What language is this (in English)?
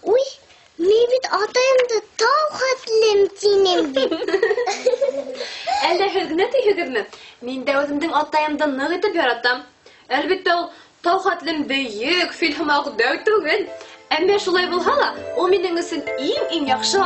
Bashkir